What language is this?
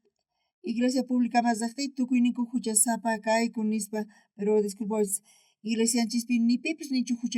South Bolivian Quechua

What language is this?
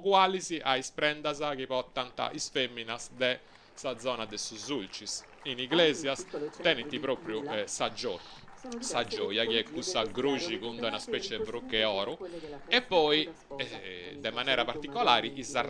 Sardinian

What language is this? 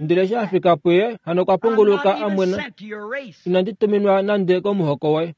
Kuanyama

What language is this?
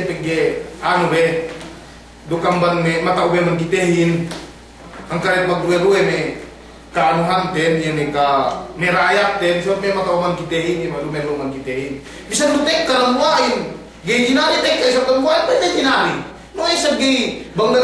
Yakan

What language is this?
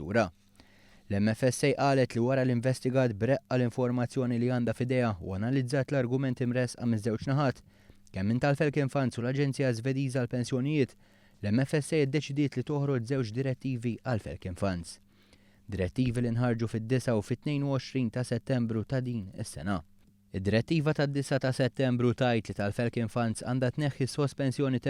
Maltese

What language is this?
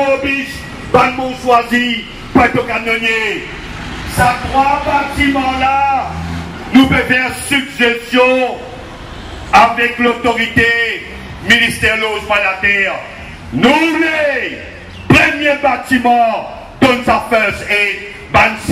Morisyen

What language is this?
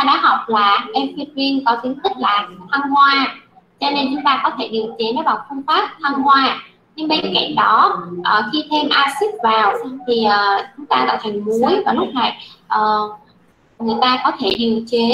Vietnamese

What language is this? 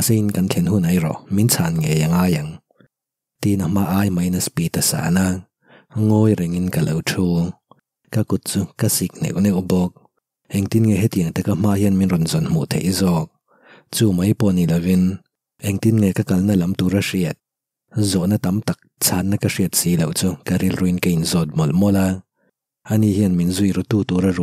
Mizo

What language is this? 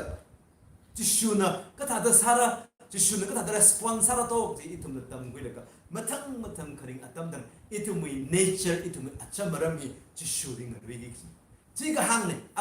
Tangkhul Naga (India)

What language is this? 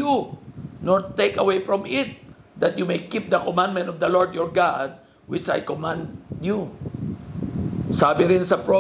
Filipino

